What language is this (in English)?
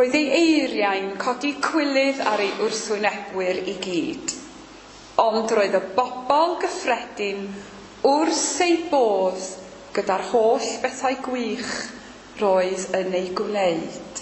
Welsh